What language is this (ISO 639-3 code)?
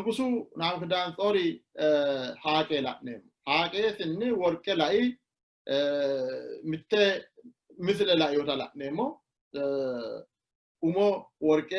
sid